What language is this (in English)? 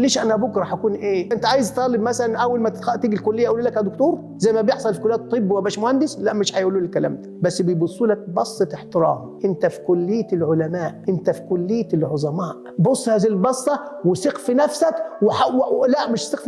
Egyptian Arabic